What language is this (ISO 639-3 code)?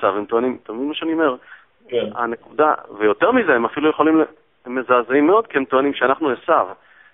heb